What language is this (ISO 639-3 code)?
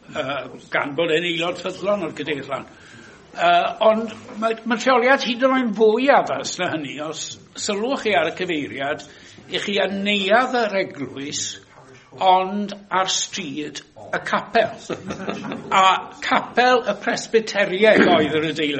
cym